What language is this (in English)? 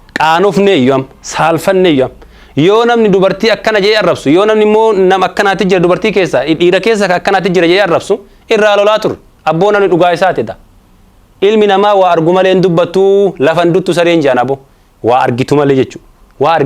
Oromo